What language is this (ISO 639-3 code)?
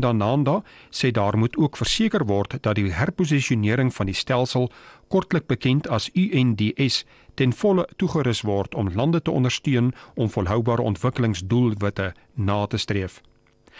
afr